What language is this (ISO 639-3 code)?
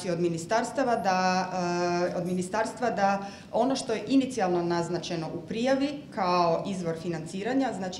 hrv